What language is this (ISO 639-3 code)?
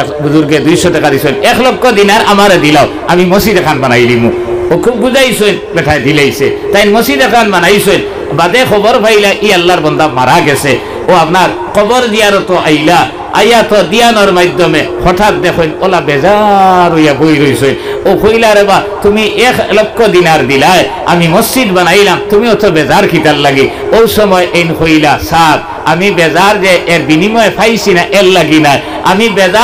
syl